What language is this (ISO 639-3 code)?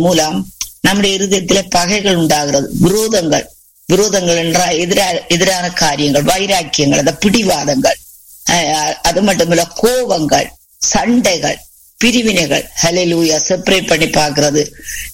tam